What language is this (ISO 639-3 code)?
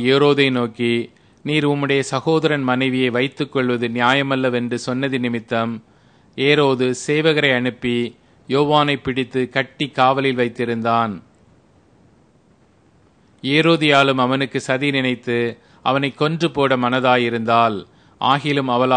tam